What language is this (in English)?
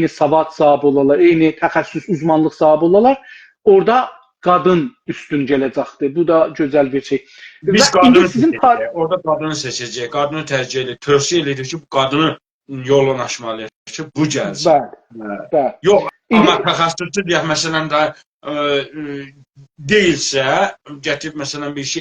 South Azerbaijani